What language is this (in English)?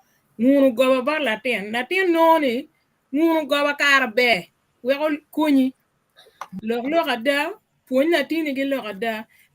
Acoli